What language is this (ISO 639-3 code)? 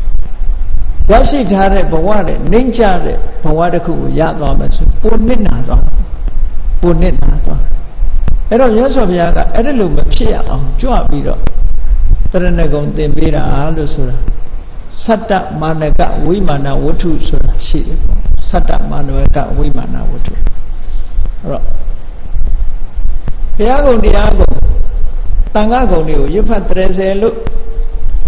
mya